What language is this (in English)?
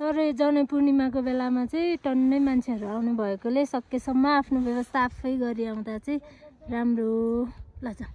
Nepali